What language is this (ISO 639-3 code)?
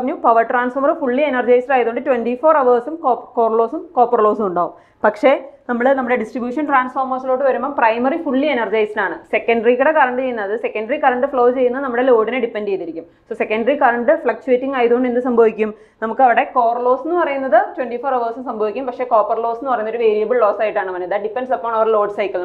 mal